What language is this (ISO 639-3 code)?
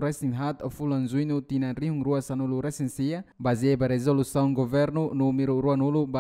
tet